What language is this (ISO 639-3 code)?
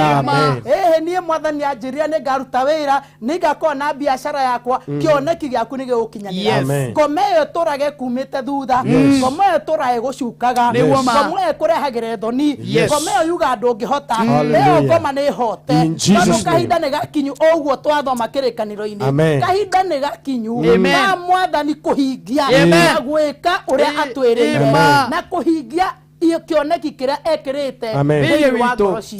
kik